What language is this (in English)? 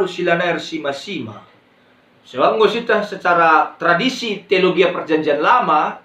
Batak Karo